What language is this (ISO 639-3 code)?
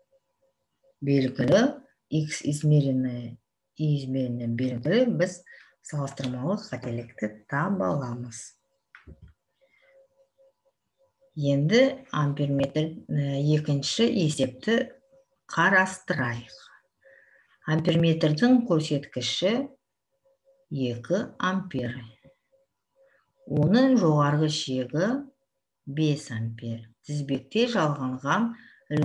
kaz